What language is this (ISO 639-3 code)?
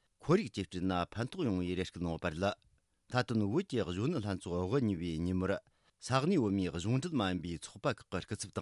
bod